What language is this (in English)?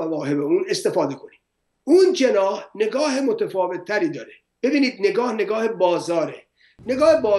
Persian